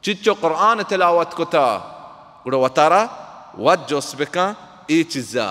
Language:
Baluchi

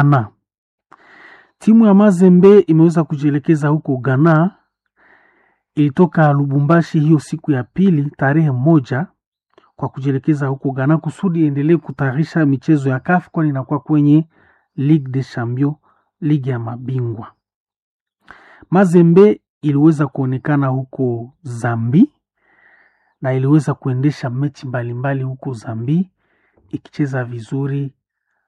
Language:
Swahili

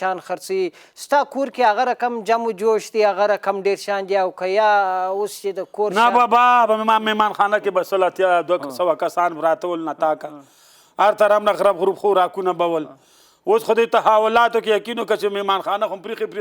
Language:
Pashto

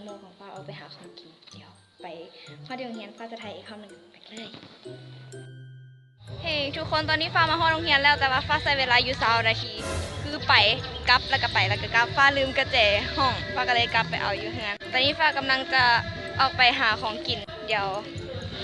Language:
Lao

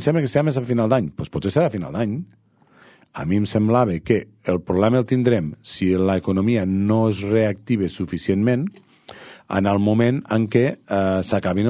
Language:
Catalan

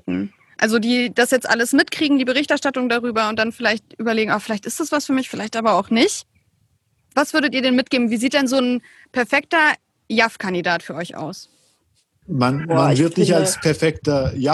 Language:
German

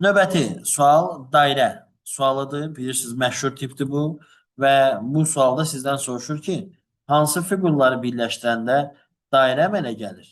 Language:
Azerbaijani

